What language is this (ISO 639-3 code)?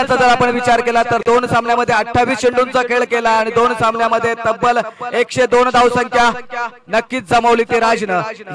mar